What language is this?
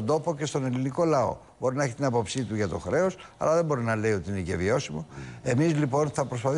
Greek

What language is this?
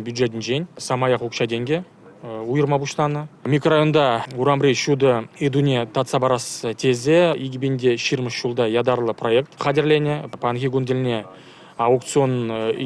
Chuvash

